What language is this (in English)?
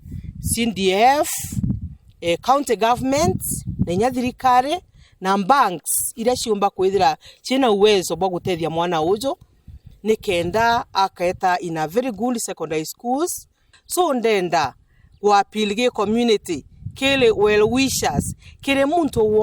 Meru